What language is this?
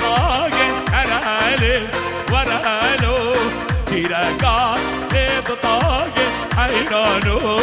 Kurdish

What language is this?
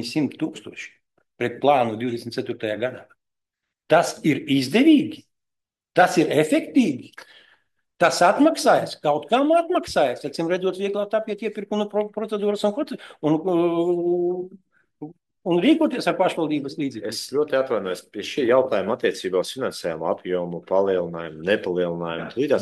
Latvian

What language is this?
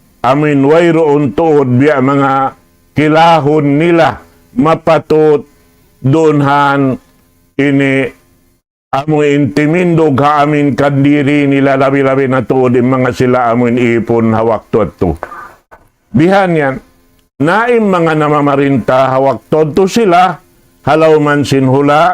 Tausug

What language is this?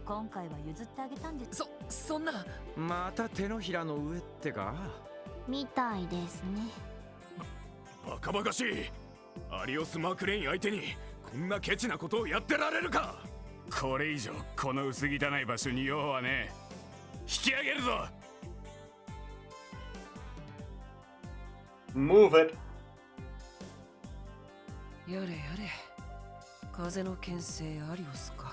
Japanese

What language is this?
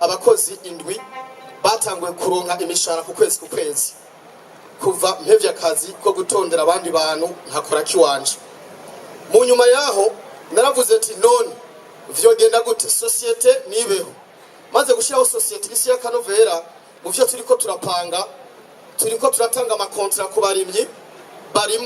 Rundi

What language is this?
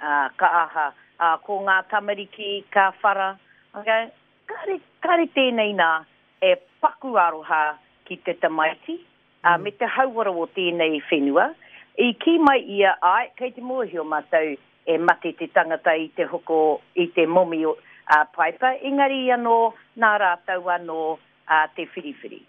Māori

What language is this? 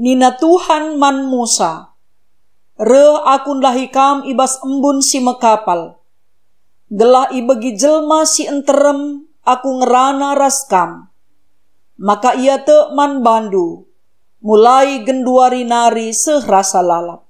Batak Karo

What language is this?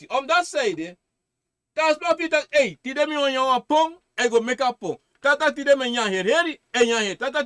Sranan Tongo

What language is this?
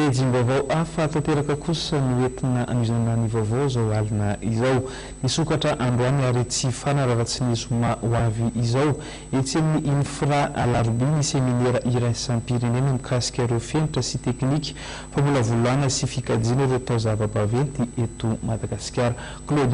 Malagasy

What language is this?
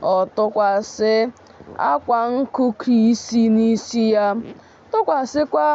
Igbo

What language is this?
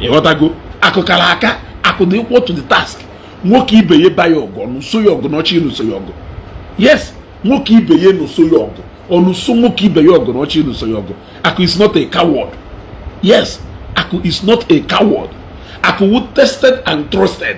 Igbo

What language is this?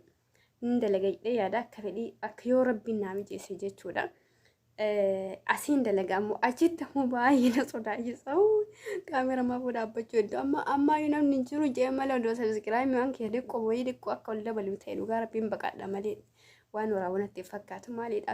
Oromo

